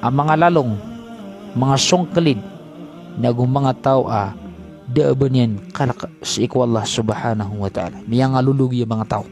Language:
Maranao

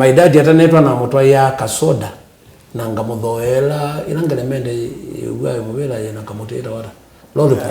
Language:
Kamba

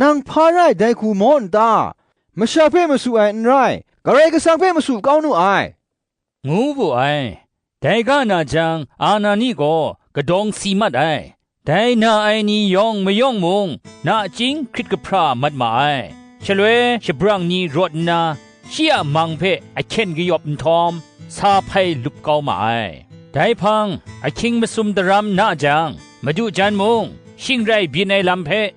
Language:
Kachin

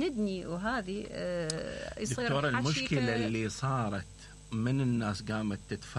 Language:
Mesopotamian Arabic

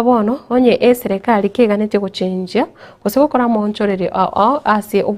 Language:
Gusii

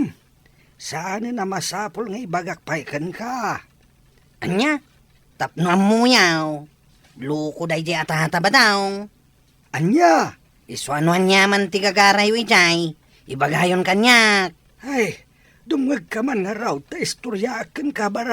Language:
Iloko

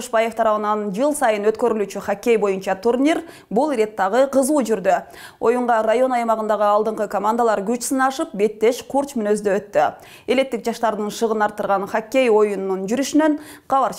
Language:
Kyrgyz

